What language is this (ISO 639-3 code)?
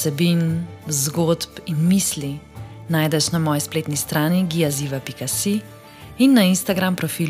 slv